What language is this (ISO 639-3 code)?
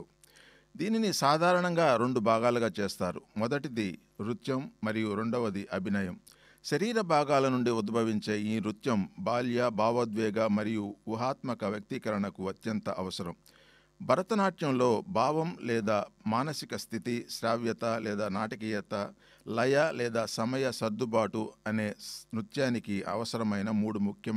tel